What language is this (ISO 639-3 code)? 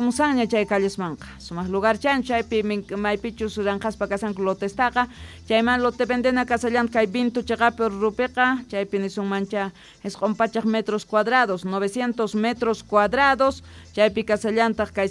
que